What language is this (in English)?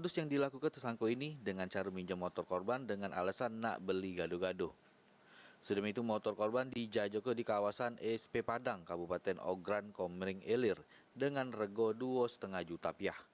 Musi